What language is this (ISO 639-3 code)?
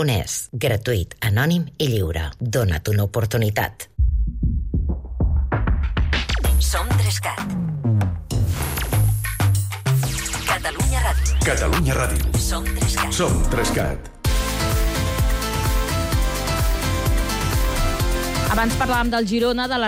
cat